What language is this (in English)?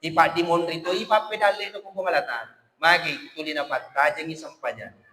Buginese